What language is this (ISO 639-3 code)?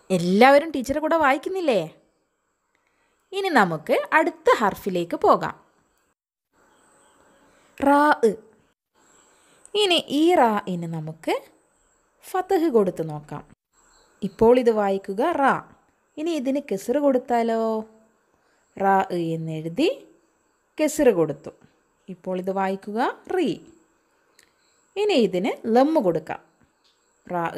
mal